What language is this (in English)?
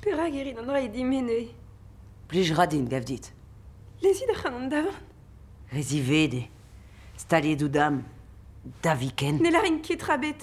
Breton